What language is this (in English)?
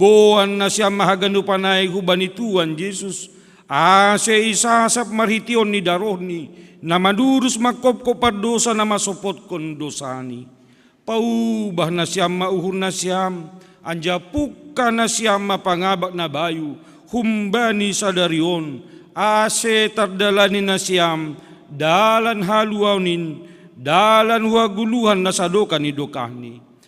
Batak Simalungun